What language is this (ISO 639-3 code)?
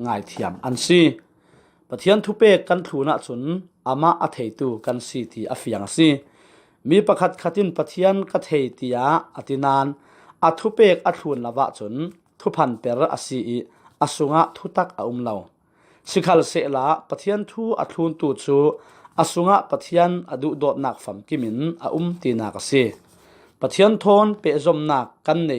cfm